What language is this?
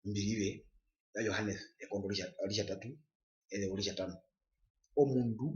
Herero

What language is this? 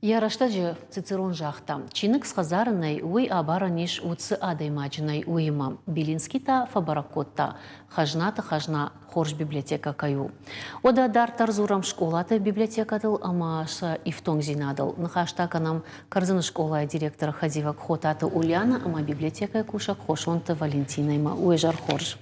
Ossetic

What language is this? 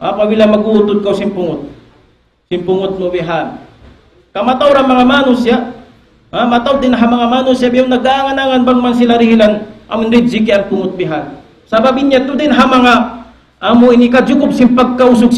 Tausug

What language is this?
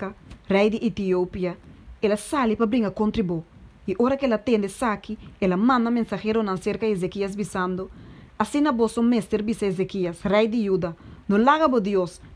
Papiamento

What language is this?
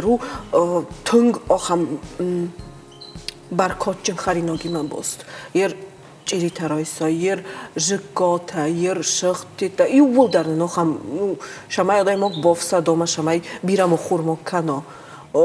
Ossetic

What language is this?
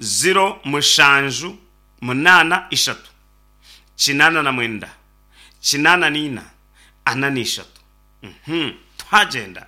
Nyankole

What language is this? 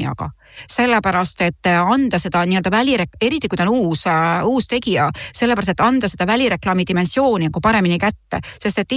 Estonian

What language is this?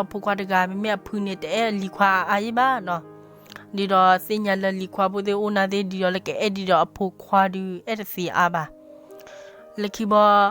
S'gaw Karen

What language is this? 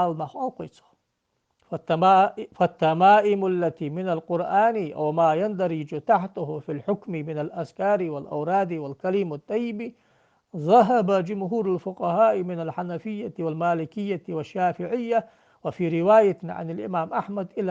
Ingush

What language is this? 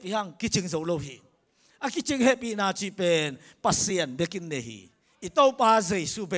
Tedim Chin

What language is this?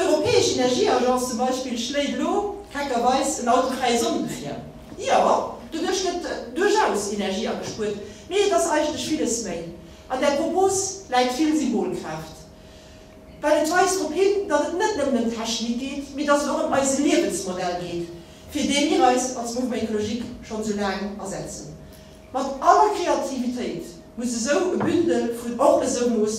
Luxembourgish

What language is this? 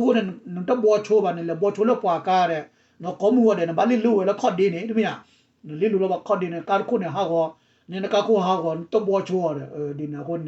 S'gaw Karen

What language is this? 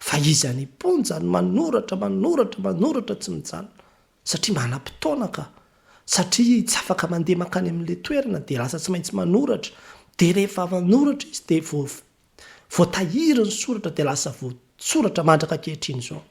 Malagasy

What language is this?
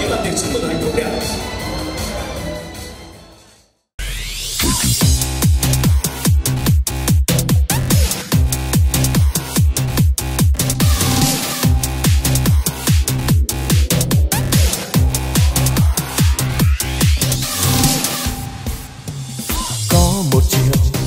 Vietnamese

